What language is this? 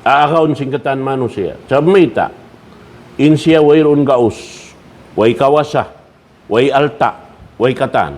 Tausug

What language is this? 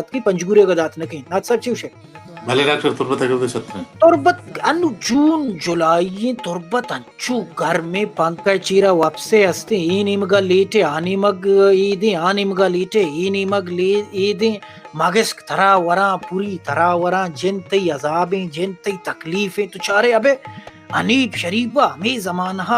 Baluchi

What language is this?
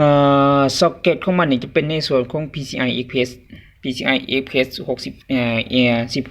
Lao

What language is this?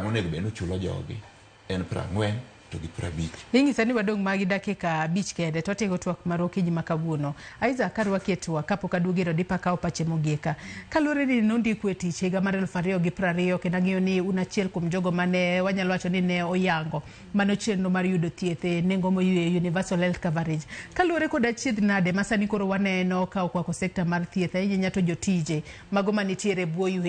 Luo (Kenya and Tanzania)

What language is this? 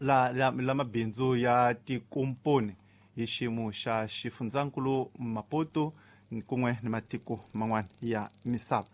Tsonga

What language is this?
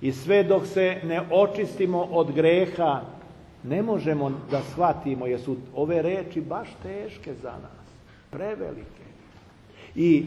Serbian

